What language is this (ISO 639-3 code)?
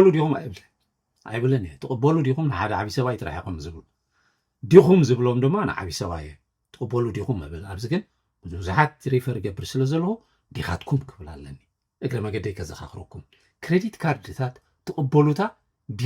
tir